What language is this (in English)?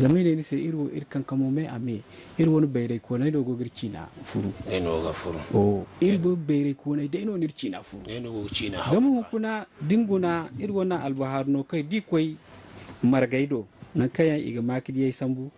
Zarma